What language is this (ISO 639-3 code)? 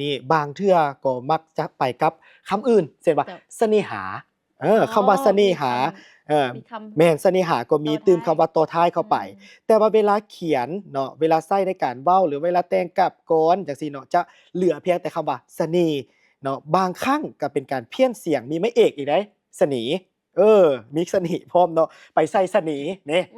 lao